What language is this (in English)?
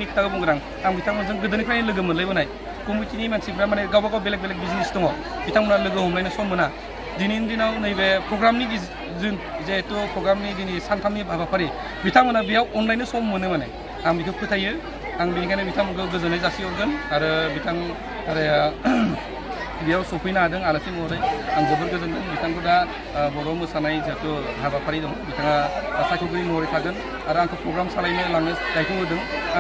Bodo